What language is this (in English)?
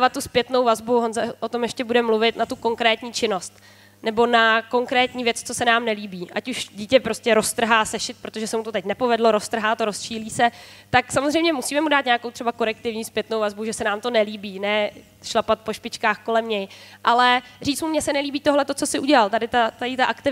Czech